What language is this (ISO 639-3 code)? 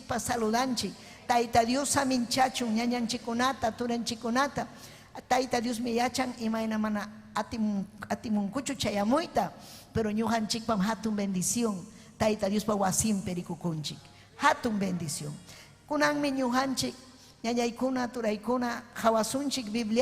quy